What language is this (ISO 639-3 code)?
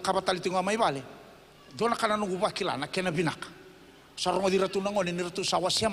fij